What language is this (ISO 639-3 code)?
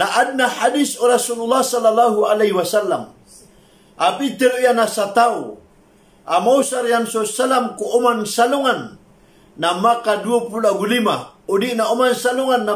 mrw